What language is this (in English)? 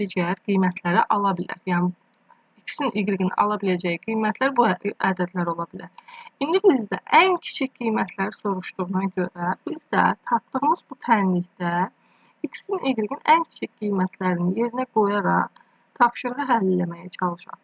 Azerbaijani